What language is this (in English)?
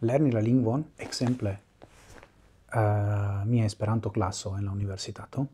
Esperanto